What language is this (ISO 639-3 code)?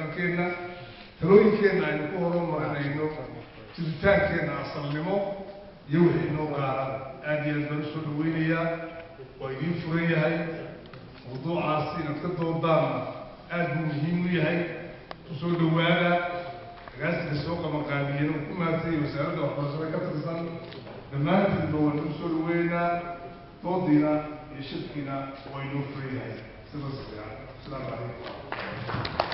som